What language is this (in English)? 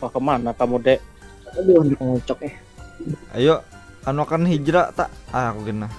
Banjar